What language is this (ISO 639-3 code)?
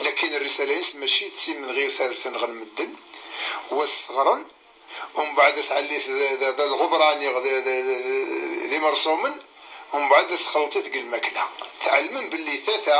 kab